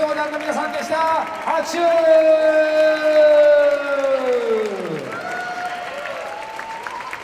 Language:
Japanese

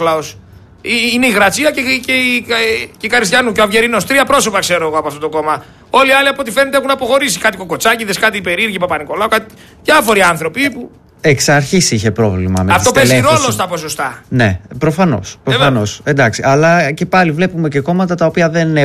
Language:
Greek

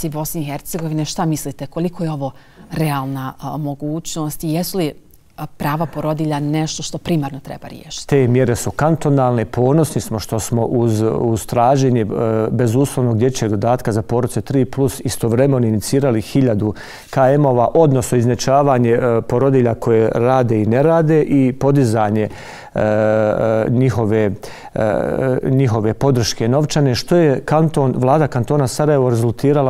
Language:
Bosnian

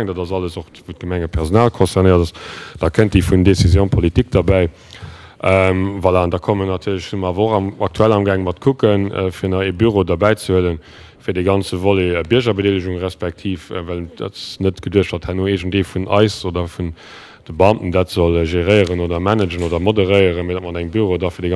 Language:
Luxembourgish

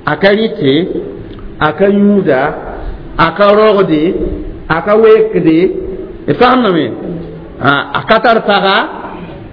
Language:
Mossi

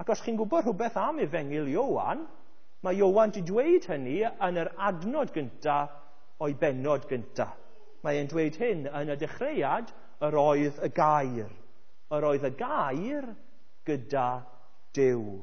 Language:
Welsh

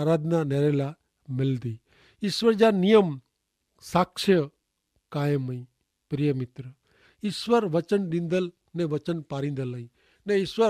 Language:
Kachhi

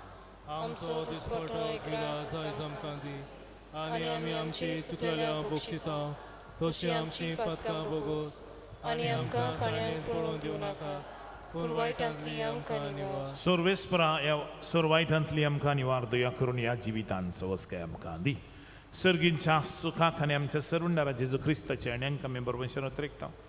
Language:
Konkani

